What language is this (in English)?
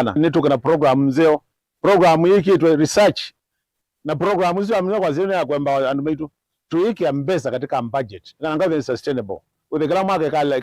Kamba